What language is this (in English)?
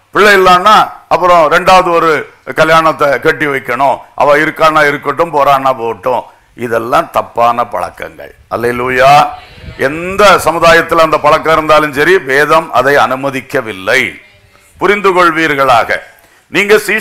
Tamil